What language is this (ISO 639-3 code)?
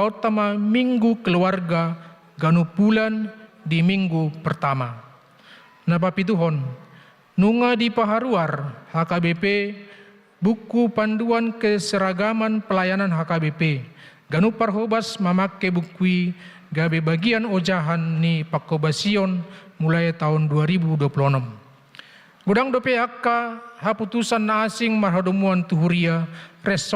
bbc